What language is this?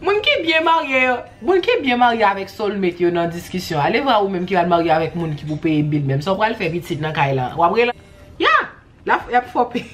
Haitian Creole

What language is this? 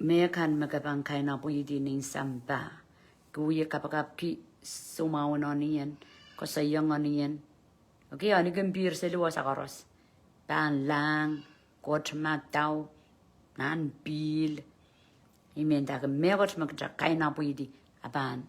Pohnpeian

